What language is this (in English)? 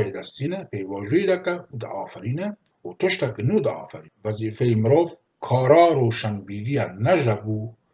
Kurdish